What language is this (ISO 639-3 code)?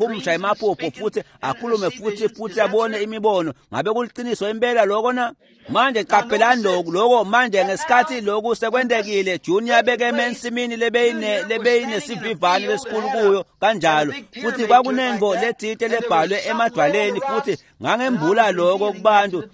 ssw